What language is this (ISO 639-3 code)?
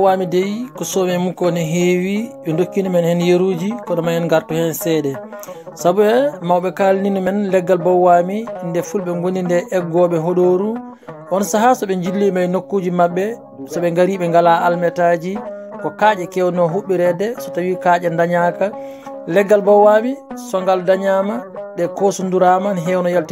ful